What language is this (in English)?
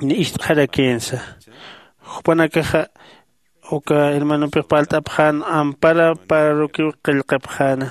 Aymara